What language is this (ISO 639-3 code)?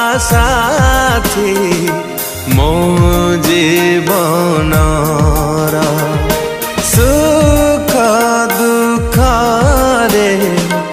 ori